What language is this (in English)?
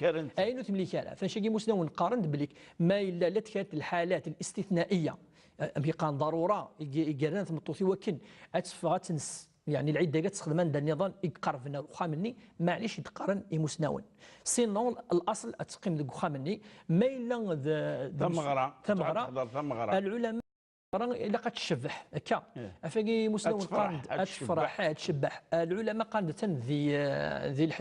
Kabyle